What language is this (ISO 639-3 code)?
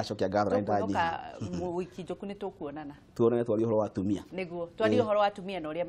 kik